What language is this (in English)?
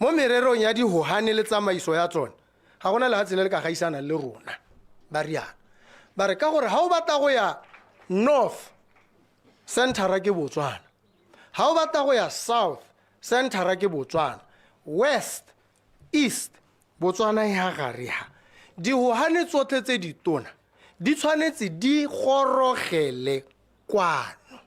Tswana